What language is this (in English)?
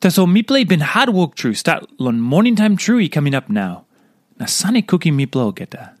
Tok Pisin